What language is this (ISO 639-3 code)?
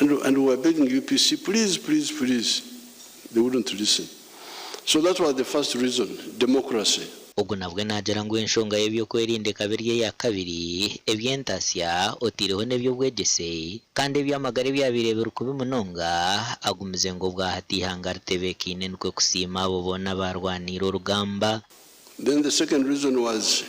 nyn